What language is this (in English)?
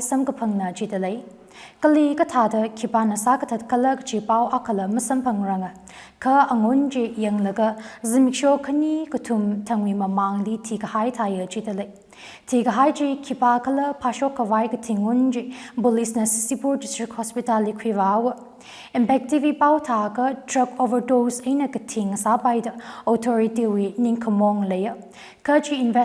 Tangkhul Naga (India)